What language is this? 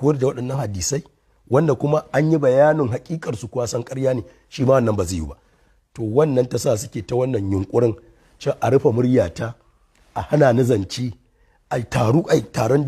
Hausa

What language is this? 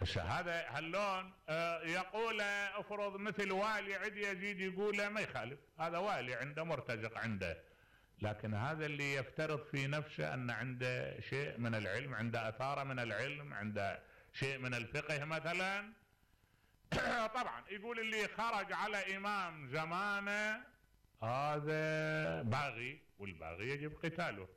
Mesopotamian Arabic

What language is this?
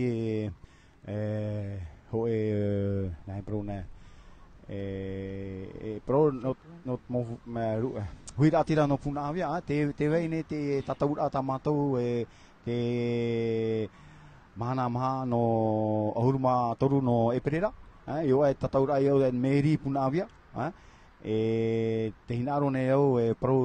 Tahitian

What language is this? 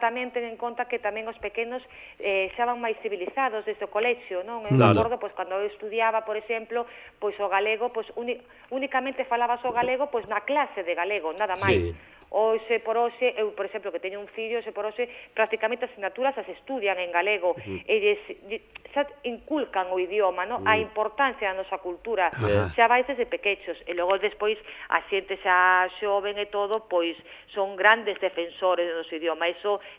Galician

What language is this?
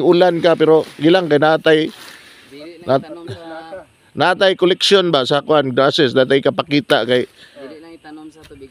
Cebuano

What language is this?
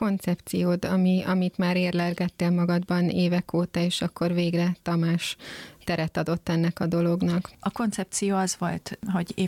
Hungarian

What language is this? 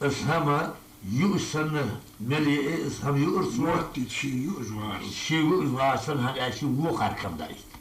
Ingush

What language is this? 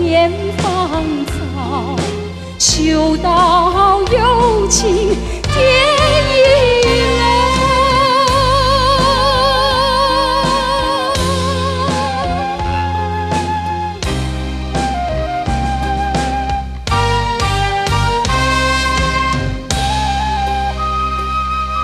Chinese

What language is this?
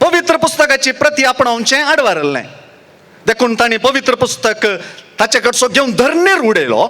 Konkani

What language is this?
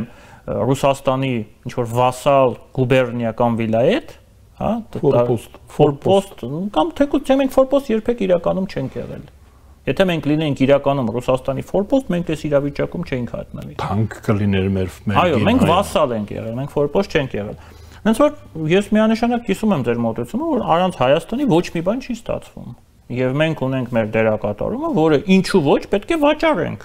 Armenian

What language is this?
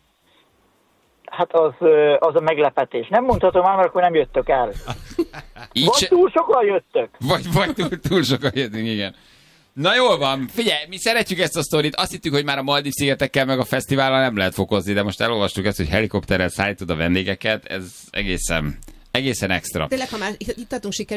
Hungarian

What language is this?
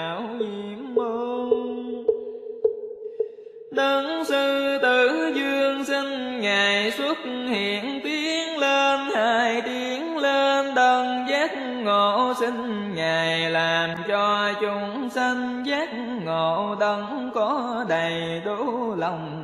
Vietnamese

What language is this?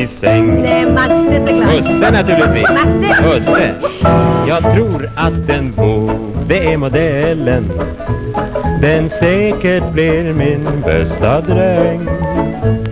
Swedish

